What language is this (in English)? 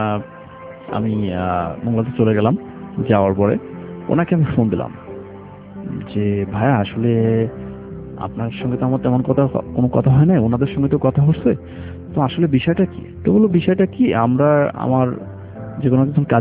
Bangla